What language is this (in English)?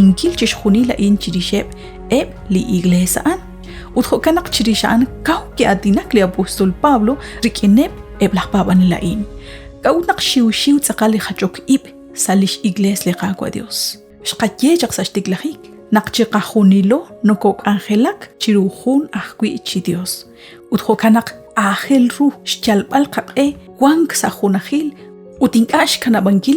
Kekchí